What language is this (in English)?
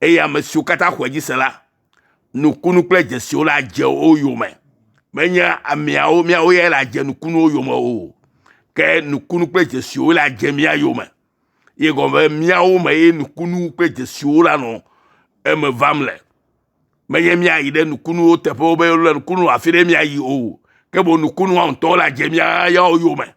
Ewe